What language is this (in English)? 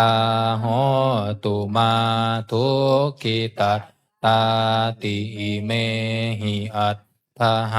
Pali